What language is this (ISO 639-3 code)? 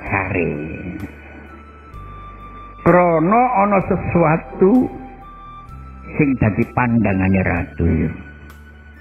jav